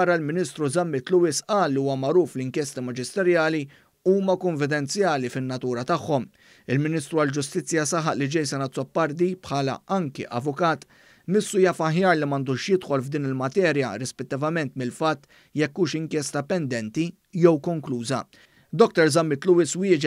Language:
Maltese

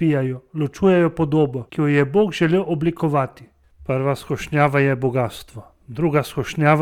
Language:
Slovenian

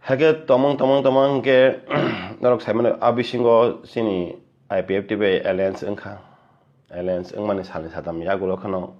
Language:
Kok Borok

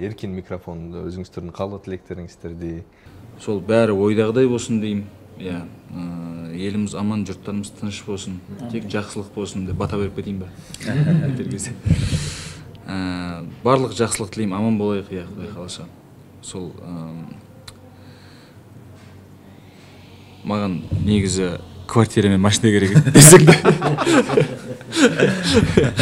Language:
Kazakh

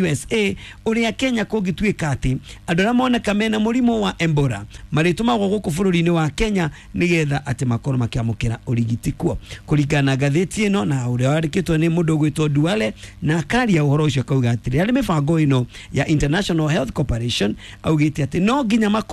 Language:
Kikuyu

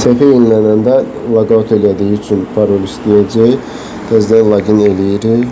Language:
Azerbaijani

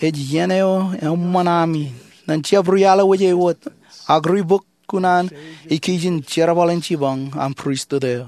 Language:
Marshallese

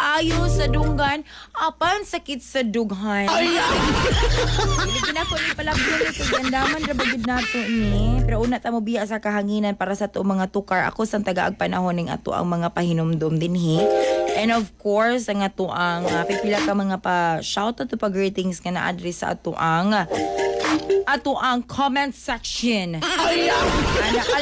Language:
Cebuano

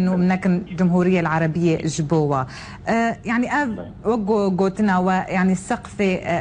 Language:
Kurdish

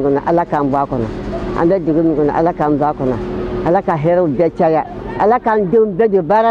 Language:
Bambara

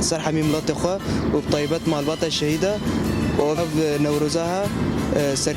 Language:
Kurdish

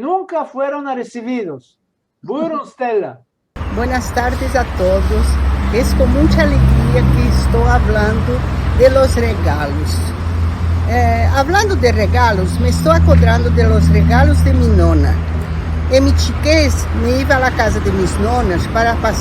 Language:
Ladino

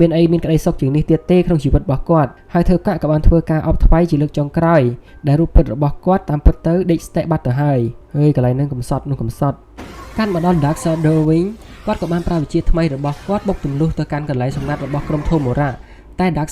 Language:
Khmer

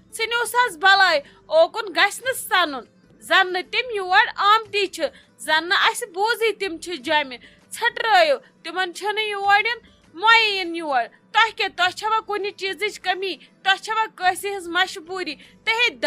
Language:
Kashmiri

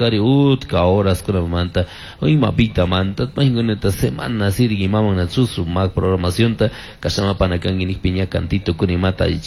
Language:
Chimborazo Highland Quichua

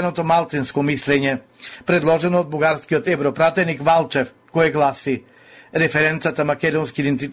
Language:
Macedonian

